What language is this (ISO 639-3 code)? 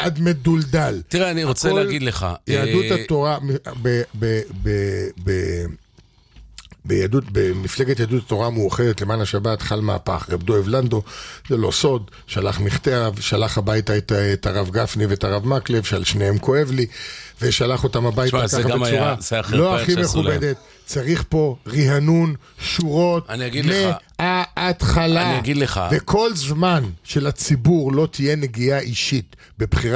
heb